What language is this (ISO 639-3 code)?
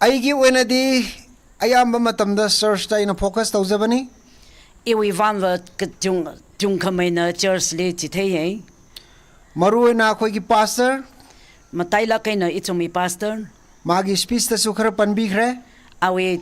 nmf